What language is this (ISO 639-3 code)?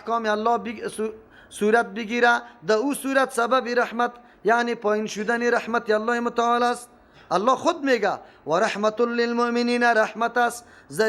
fas